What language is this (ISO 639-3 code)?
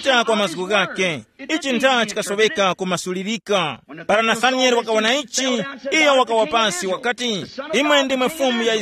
tum